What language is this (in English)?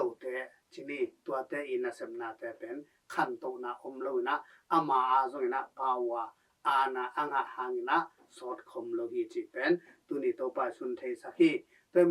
Tedim Chin